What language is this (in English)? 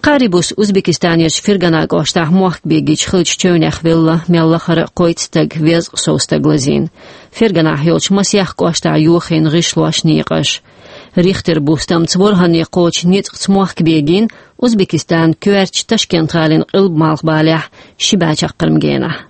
Chechen